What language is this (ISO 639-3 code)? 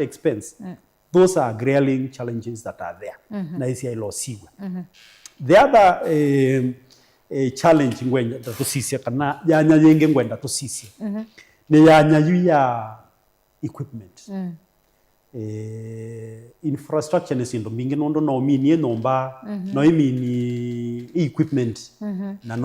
kam